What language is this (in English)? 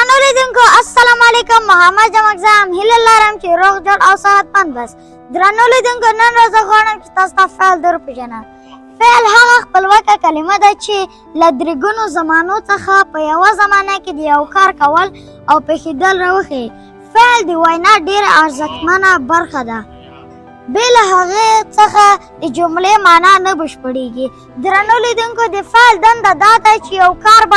Pashto